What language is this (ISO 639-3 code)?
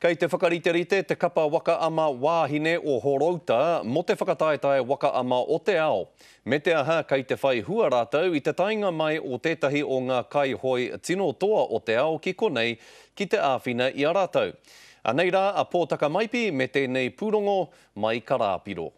mri